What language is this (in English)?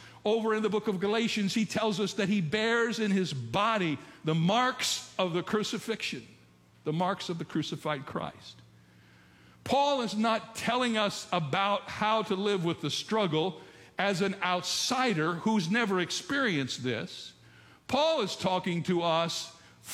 English